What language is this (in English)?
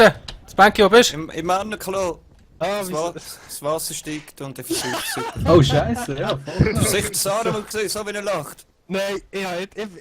Swiss German